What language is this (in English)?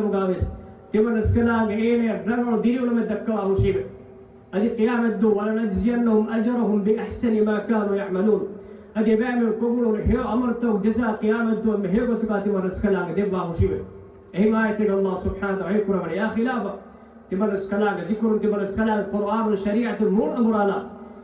Divehi